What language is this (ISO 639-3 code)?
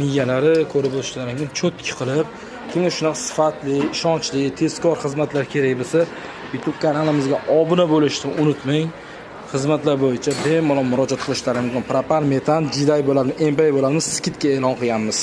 uzb